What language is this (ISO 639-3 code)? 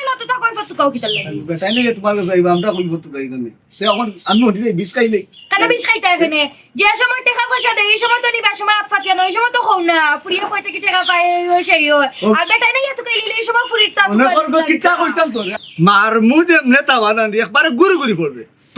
syl